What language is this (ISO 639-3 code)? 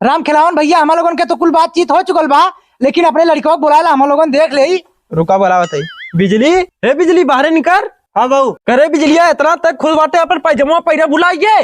bho